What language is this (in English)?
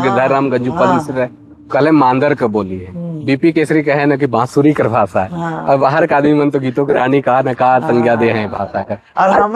Sadri